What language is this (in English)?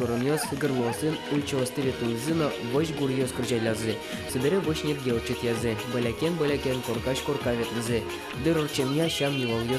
Udmurt